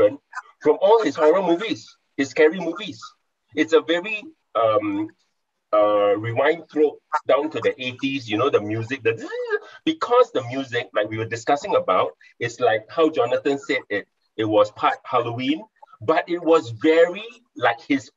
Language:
English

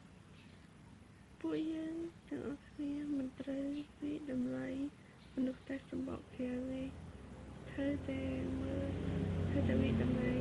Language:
Khmer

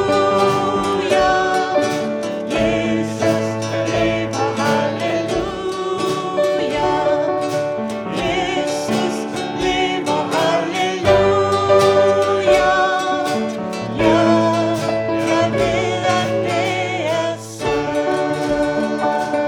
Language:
Danish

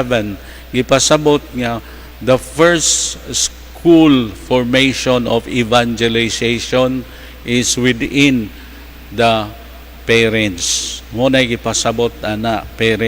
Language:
Cebuano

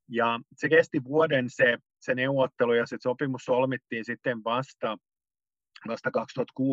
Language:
Finnish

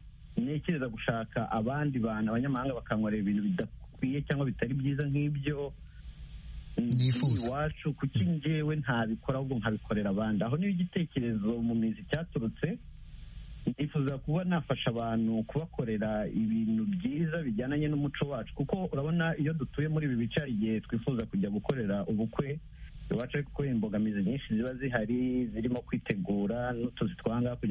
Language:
Kinyarwanda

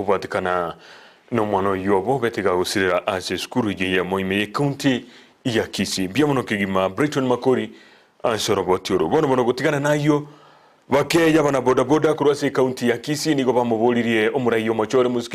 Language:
Gusii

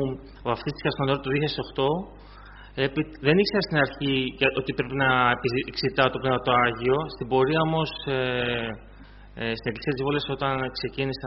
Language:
Greek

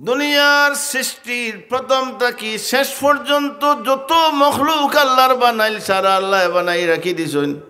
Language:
Sylheti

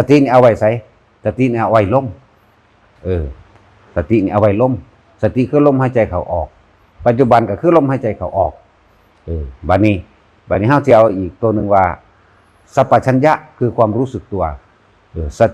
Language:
Northeastern Thai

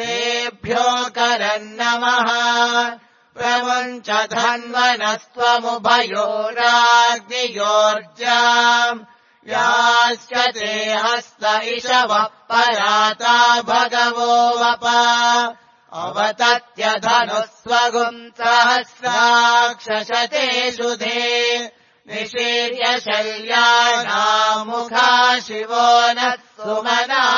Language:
Sanskrit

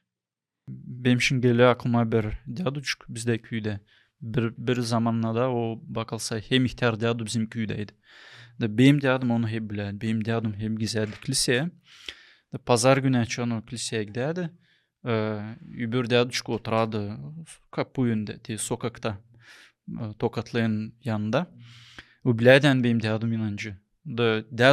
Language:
Gagauz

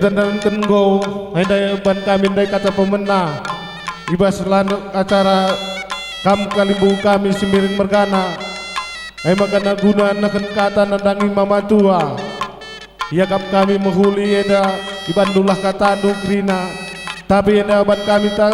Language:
Batak Karo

